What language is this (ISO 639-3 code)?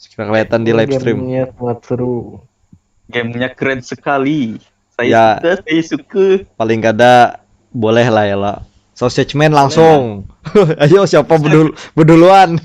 bjn